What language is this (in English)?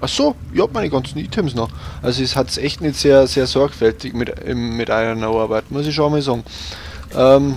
Bavarian